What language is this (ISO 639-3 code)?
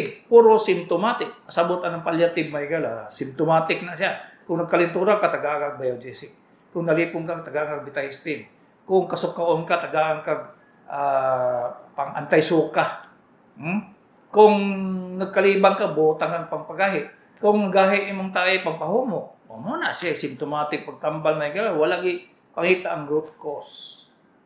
ceb